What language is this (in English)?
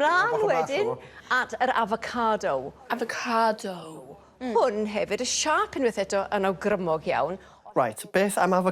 Welsh